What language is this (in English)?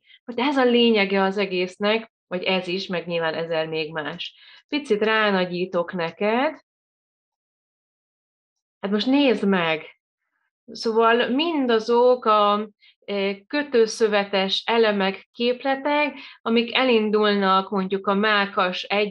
Hungarian